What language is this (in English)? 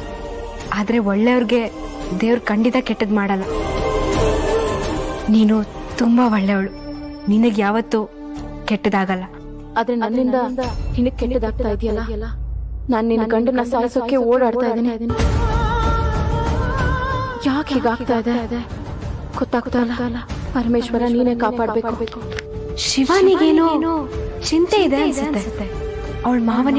Kannada